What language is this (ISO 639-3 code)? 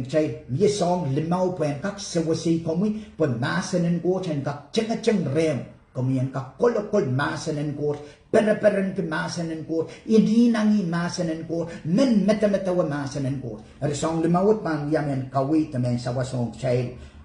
pon